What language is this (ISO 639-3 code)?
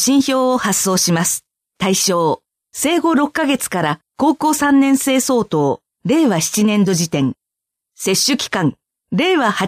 jpn